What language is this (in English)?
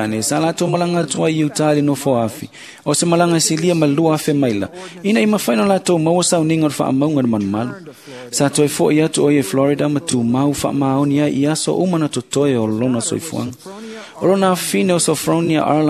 Samoan